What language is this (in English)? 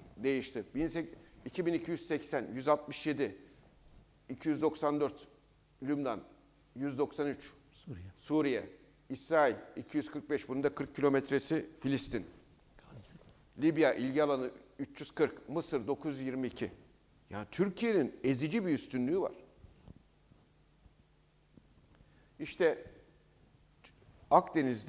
Turkish